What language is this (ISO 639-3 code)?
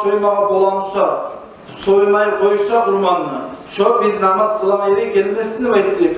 kum